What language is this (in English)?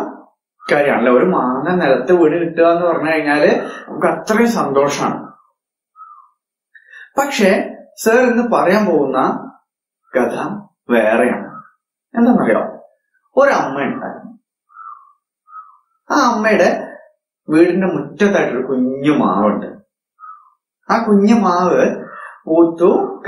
Malayalam